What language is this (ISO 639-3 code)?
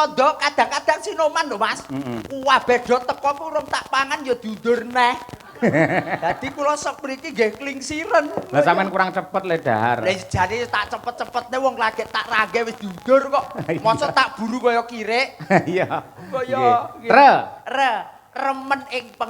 jav